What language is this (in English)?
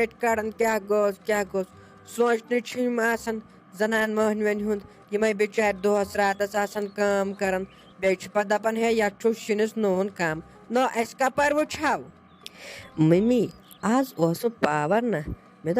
Kashmiri